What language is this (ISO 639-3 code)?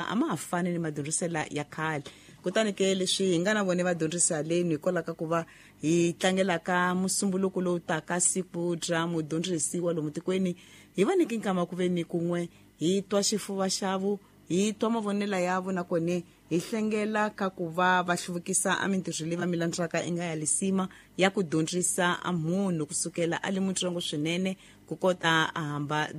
tso